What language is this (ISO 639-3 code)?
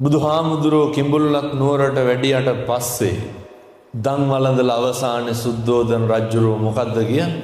sin